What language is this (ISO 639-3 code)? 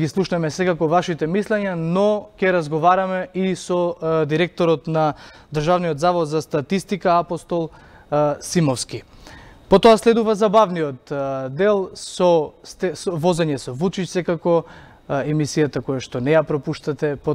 mkd